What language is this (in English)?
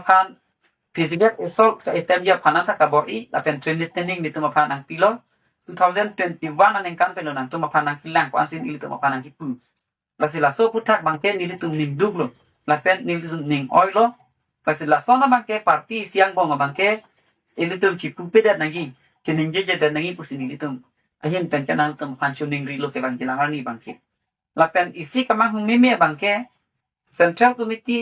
Karbi